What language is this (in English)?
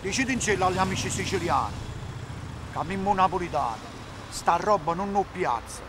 Neapolitan